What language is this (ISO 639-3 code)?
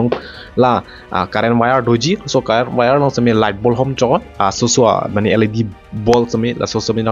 mjw